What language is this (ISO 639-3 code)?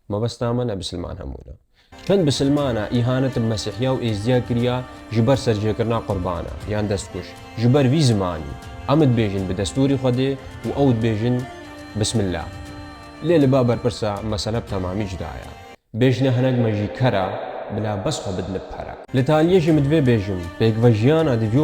kur